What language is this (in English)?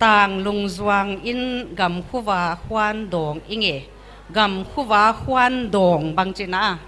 Paite Chin